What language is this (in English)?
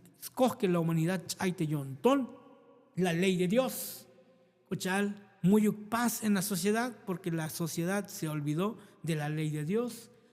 Tzotzil